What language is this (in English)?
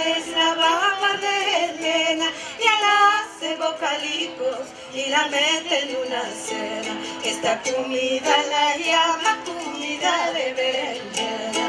Ladino